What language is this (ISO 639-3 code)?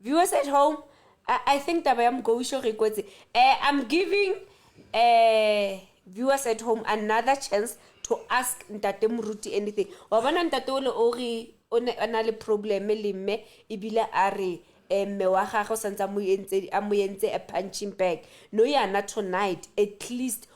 sot